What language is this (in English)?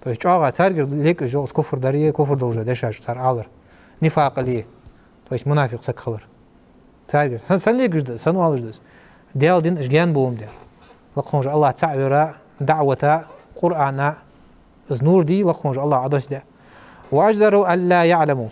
Ingush